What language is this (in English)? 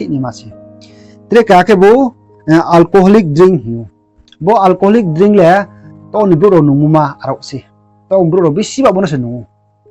Riang (India)